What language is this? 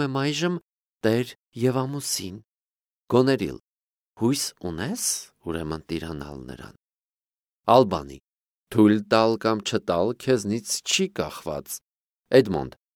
Armenian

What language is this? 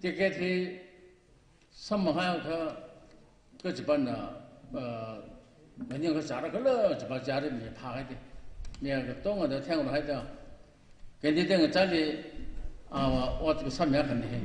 Tangkhul Naga (India)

